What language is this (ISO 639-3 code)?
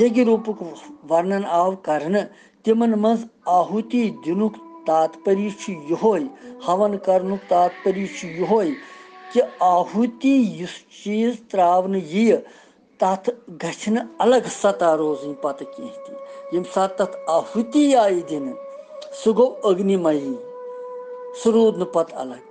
kas